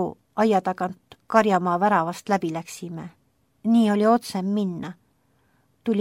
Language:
Estonian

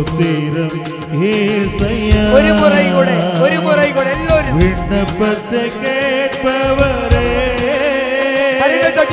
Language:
Tamil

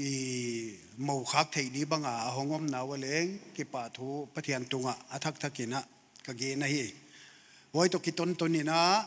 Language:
Paite Chin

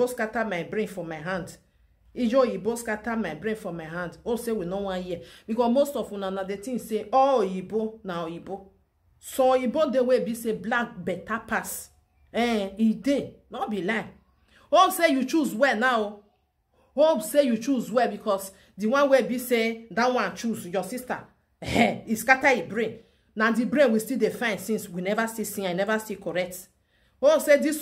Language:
Nigerian Pidgin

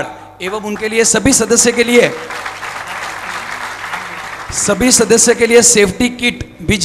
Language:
Gujarati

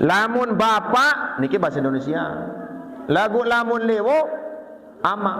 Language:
Sasak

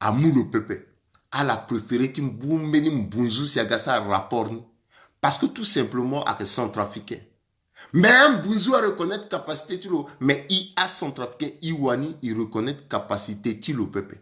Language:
Sango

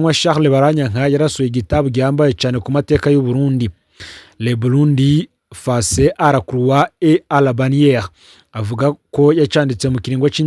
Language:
Rundi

